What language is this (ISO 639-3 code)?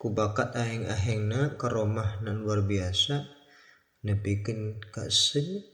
sun